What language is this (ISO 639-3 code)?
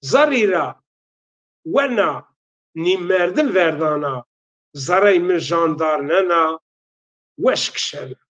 zza